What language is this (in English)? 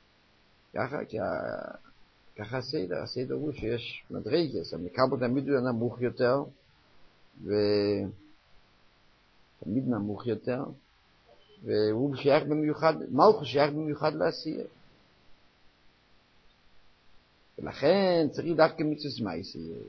Hebrew